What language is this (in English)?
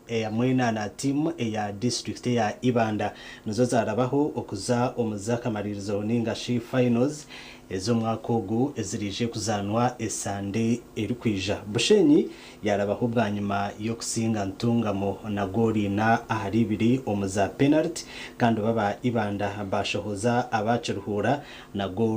Nyankole